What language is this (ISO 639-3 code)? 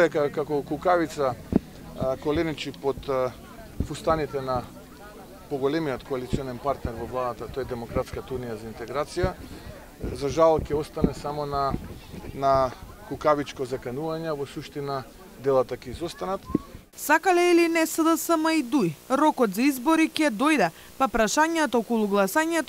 mkd